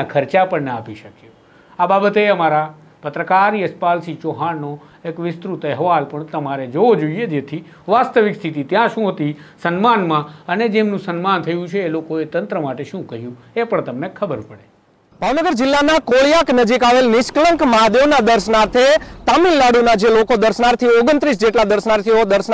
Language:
Gujarati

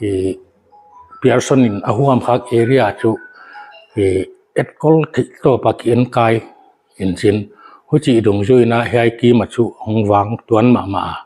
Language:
Paite Chin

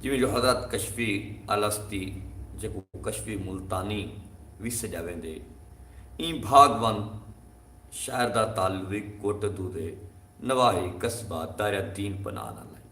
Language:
Saraiki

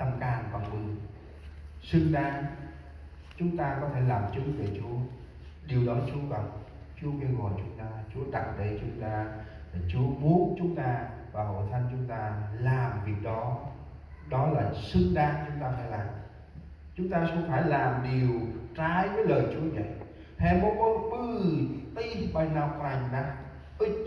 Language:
Central Mnong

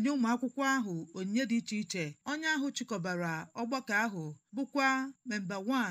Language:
Igbo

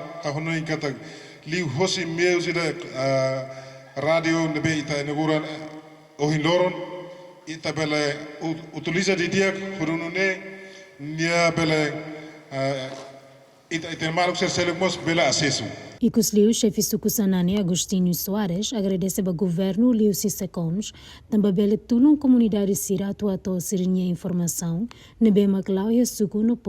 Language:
Tetum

